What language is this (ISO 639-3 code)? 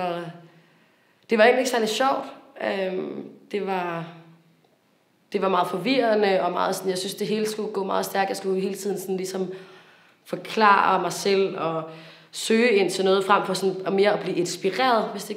dan